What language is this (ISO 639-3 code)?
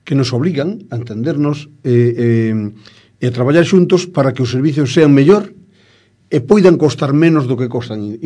glg